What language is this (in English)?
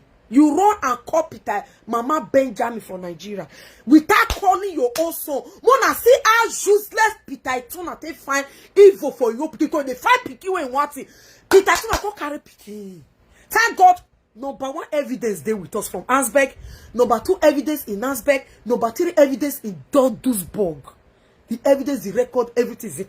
Nigerian Pidgin